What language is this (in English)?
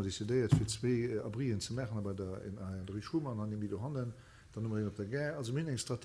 Luxembourgish